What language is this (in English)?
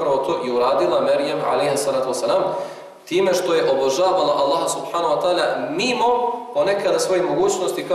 Bosnian